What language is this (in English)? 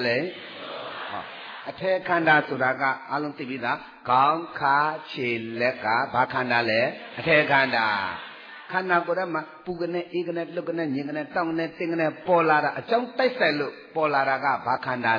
Burmese